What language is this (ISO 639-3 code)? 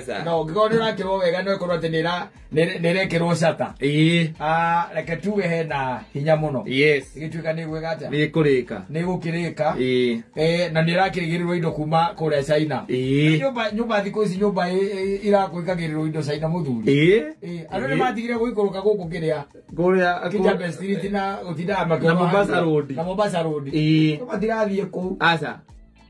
kik